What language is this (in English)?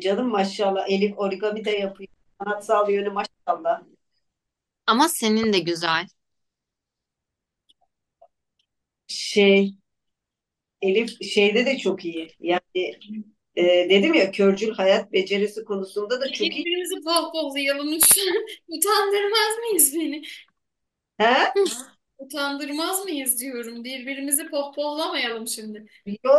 Turkish